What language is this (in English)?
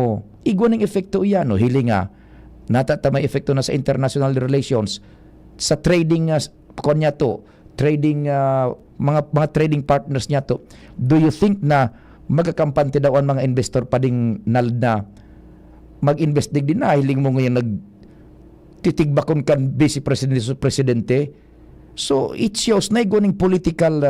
Bikol